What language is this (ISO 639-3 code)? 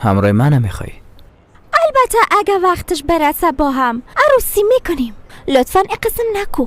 fas